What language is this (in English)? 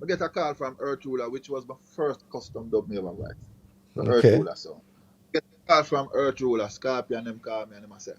Jamaican Creole English